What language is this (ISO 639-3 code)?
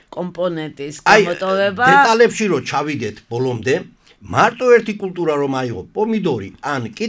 kat